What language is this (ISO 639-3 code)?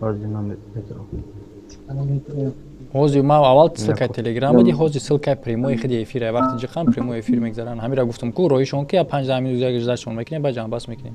tgk